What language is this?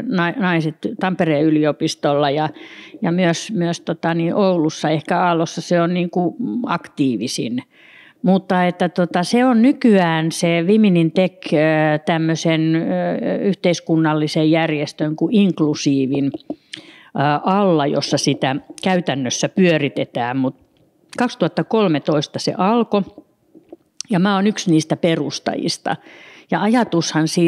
Finnish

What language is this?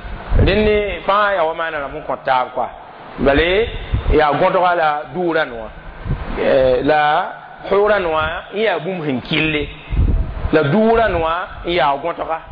Mossi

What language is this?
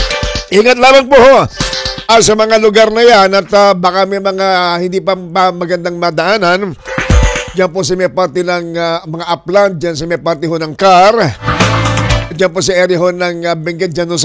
Filipino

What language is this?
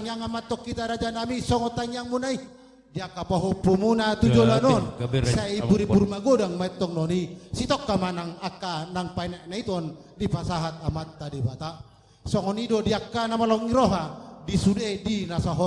Batak Toba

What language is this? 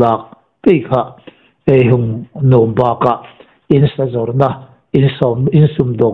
Hmar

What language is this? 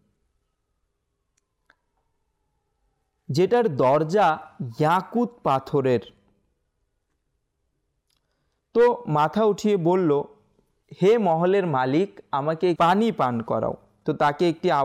Bangla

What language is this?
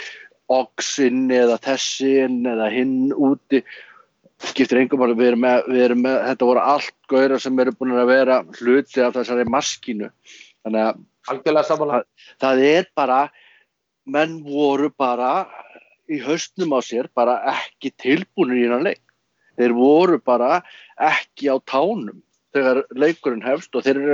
Icelandic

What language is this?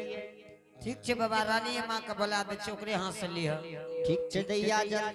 Angika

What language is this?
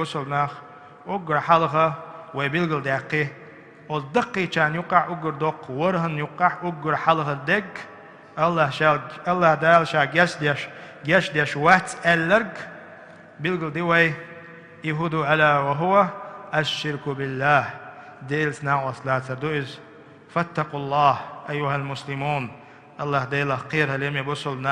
Chechen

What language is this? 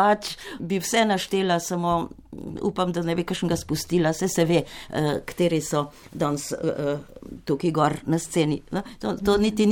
Slovenian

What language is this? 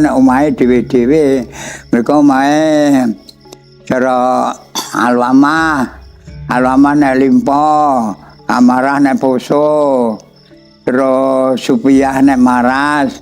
Javanese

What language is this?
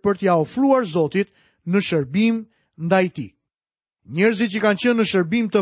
Albanian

